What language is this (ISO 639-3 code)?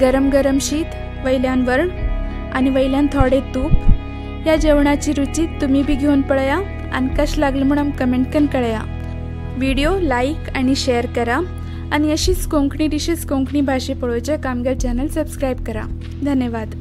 kok